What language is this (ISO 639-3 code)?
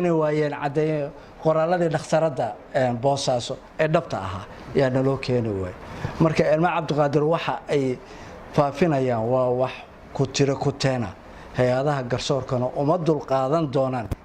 som